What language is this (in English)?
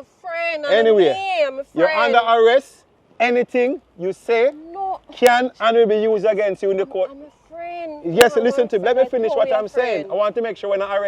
Jamaican Creole English